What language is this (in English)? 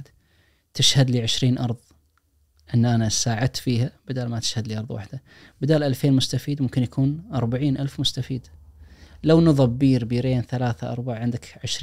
Najdi Arabic